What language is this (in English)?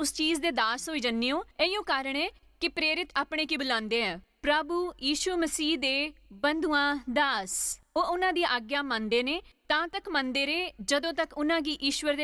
Dogri